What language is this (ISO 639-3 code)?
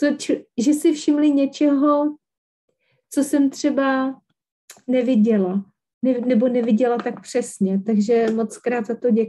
ces